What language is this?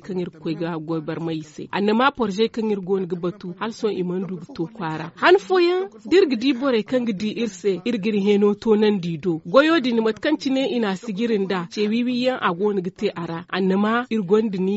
Zarma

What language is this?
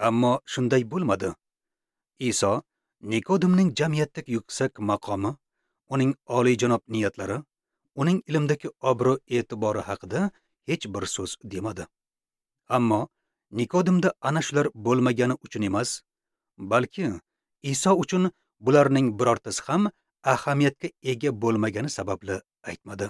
Uzbek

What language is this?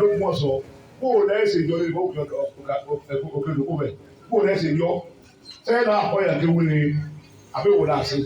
Yoruba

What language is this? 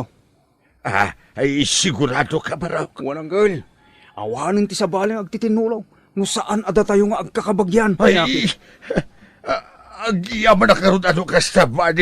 Iloko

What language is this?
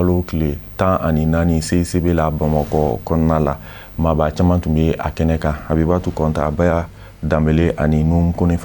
Bambara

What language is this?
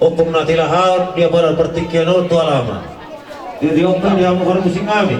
Batak Toba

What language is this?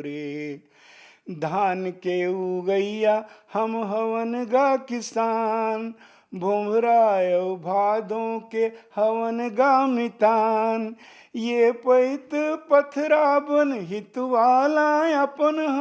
Chhattisgarhi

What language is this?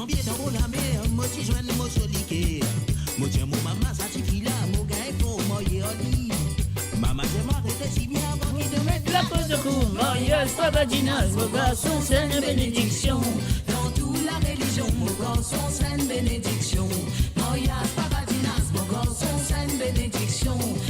Morisyen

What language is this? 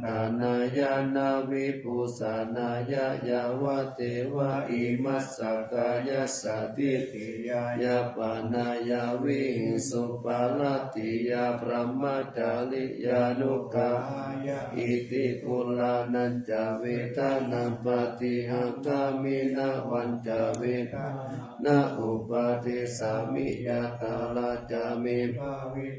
Pali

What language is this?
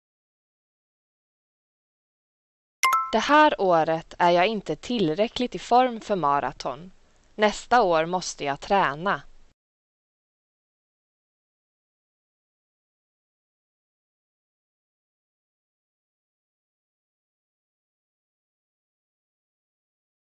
Swedish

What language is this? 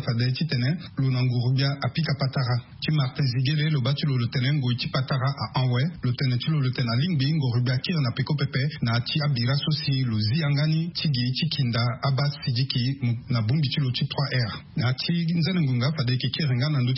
Sango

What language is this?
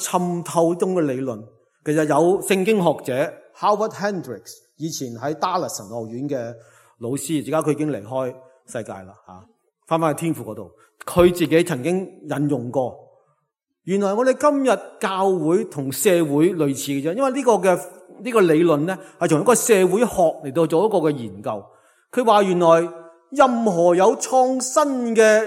Cantonese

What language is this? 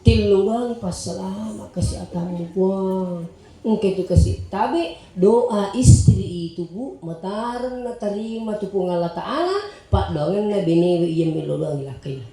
Buginese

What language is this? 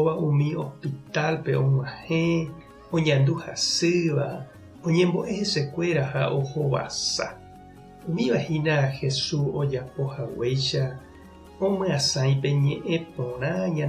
Guarani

